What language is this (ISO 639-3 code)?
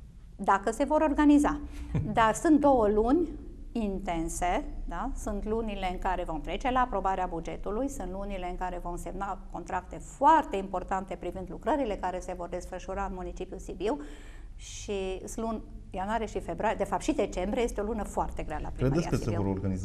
ron